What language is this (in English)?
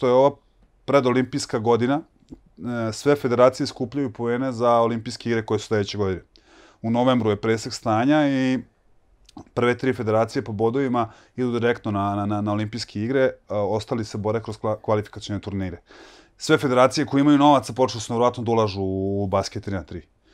Serbian